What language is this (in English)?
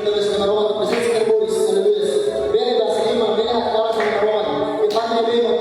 Tetum